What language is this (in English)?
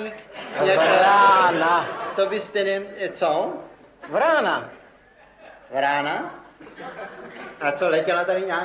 Czech